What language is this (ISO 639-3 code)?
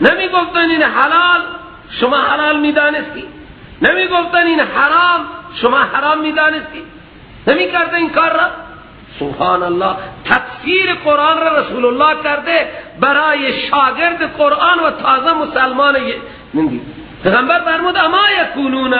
fas